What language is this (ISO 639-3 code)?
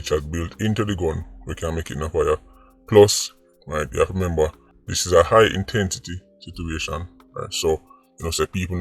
jam